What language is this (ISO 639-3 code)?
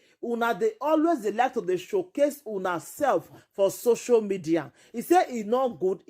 pcm